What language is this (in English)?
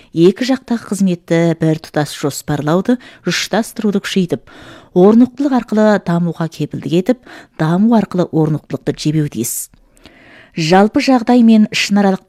Kazakh